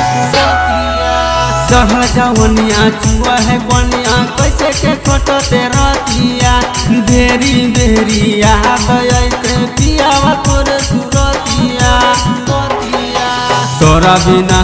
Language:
Bhojpuri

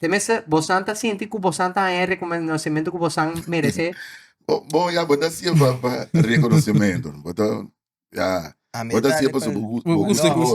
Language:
Papiamento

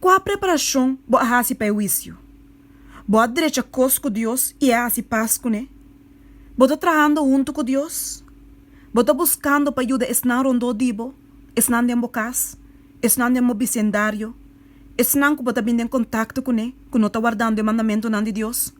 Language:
Papiamento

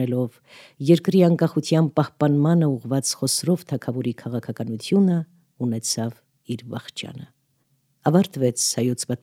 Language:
Armenian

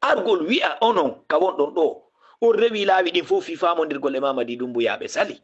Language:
Fula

